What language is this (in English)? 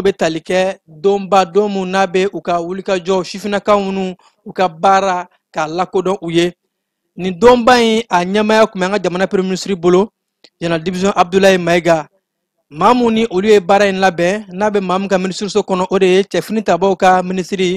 Bambara